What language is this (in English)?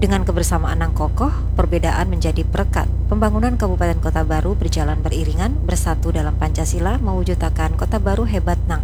Banjar